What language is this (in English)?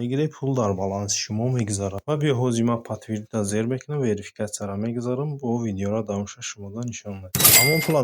Tajik